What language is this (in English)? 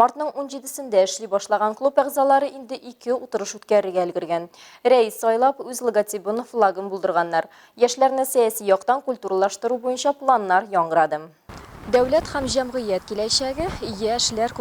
Tatar